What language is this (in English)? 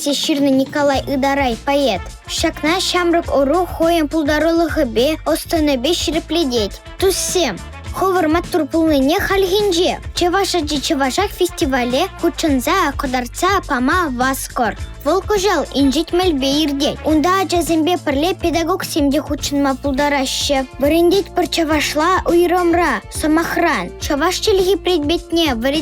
Chuvash